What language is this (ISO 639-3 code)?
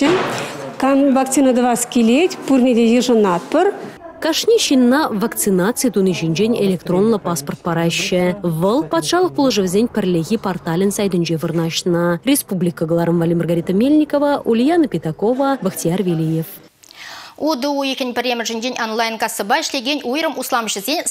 chv